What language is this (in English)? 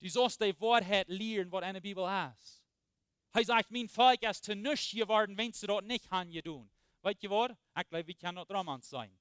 Plautdietsch